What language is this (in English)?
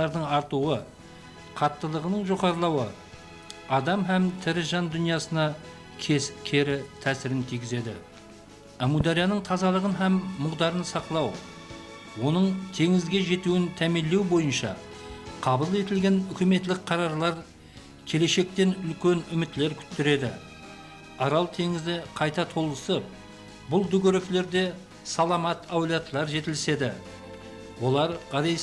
Kara-Kalpak